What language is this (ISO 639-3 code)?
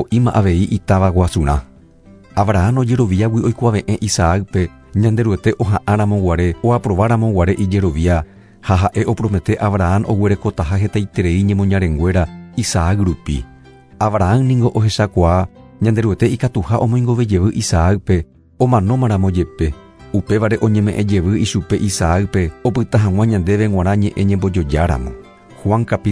grn